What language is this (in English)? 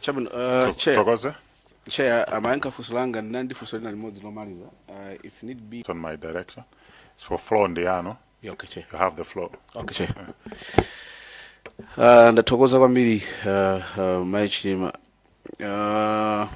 Nyanja